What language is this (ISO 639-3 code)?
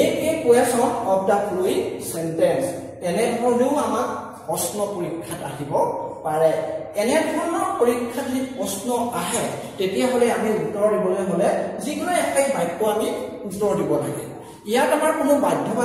asm